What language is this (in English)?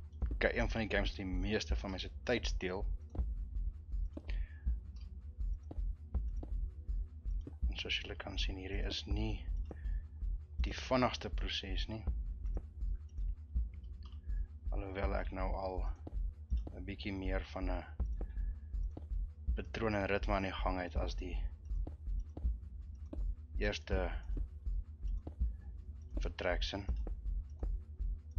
Afrikaans